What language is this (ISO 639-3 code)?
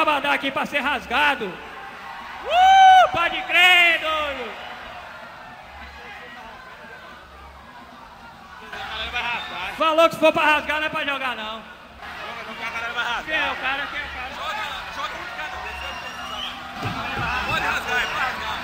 por